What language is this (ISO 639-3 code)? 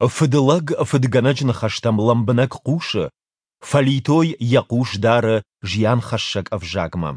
oss